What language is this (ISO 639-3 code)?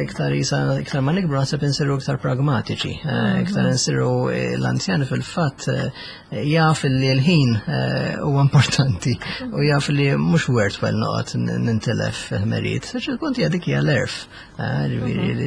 mlt